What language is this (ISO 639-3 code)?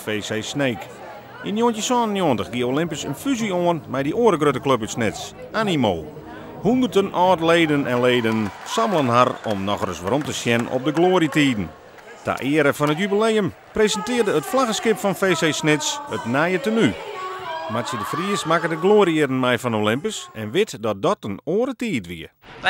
fry